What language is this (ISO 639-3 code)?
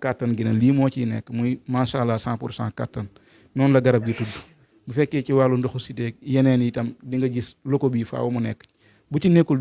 wol